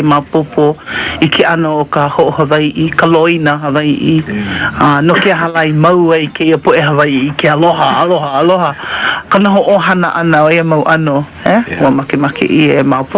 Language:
Hawaiian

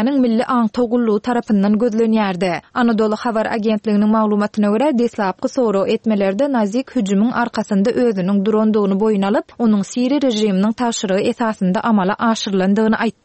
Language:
Turkmen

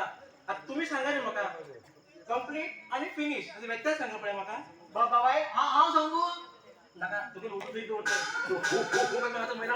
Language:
Konkani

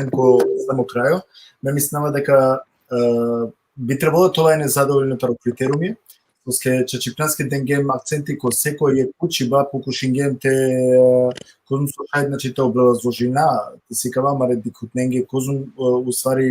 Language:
Balkan Romani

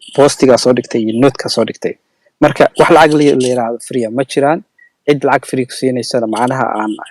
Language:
Somali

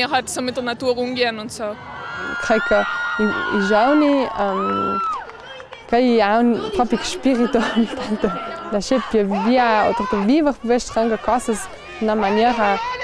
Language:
Ladin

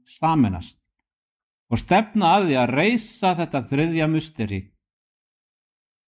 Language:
Icelandic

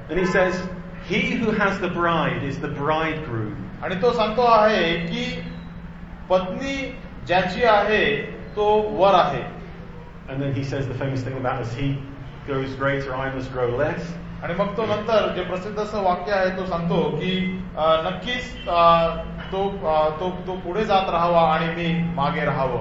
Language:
Marathi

